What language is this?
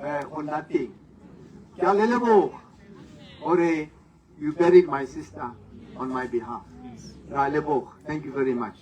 Tswana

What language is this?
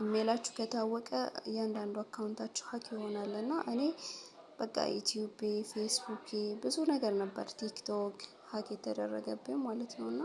Amharic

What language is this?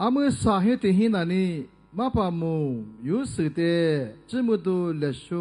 Lisu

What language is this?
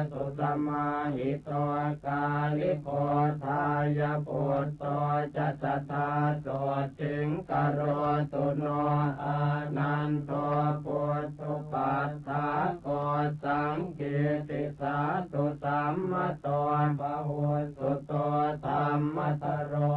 Pali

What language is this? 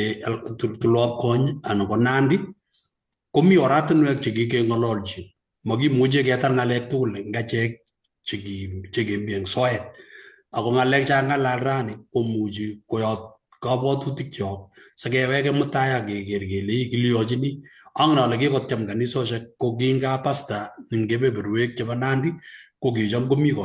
Kalenjin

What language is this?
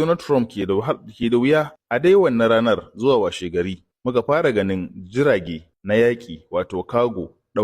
Hausa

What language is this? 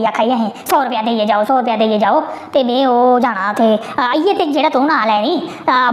Dogri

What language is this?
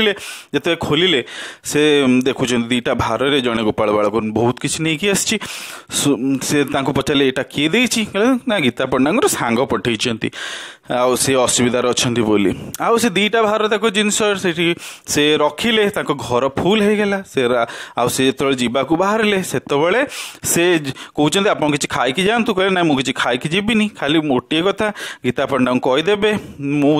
Odia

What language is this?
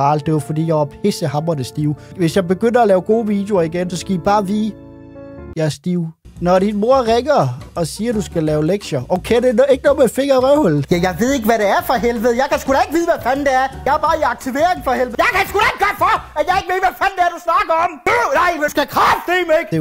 Danish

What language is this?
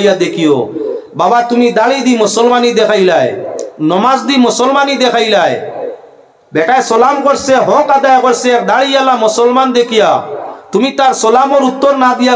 Sylheti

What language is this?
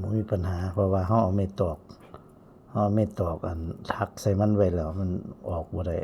Northeastern Thai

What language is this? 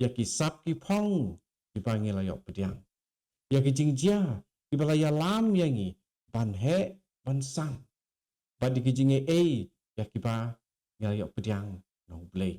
Khasi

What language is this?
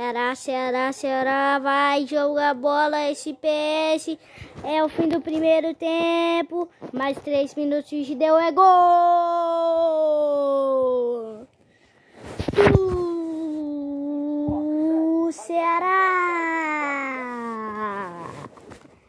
Portuguese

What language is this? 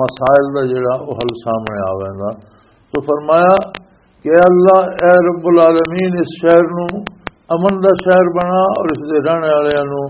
Western Panjabi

